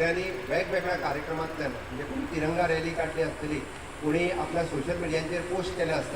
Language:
Konkani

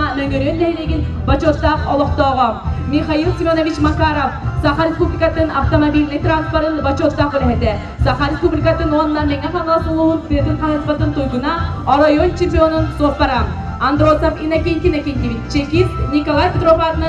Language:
Yakut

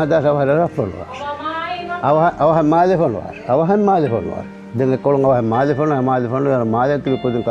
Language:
Divehi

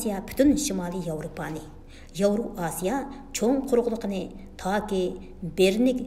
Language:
Uyghur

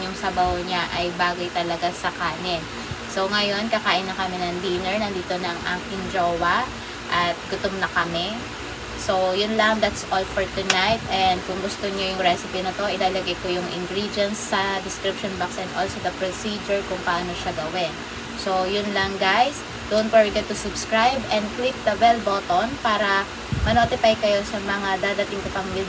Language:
Filipino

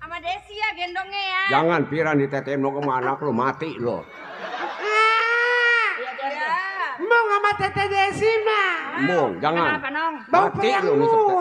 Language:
Betawi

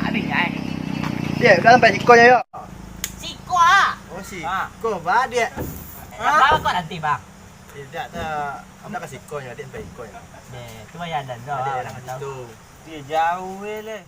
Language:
Minangkabau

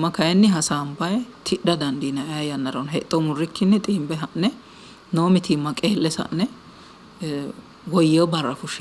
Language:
Sidamo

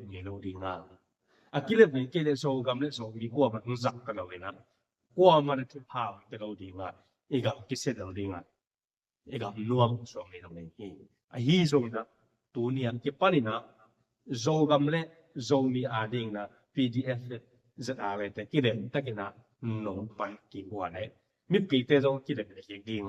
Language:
Tedim Chin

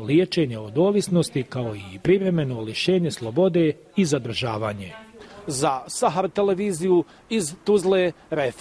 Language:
Bosnian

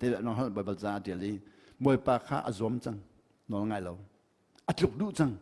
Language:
Hakha Chin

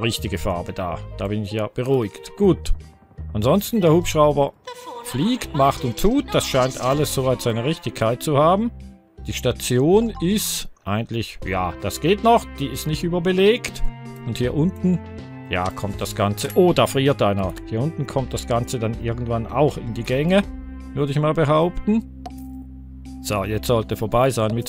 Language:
German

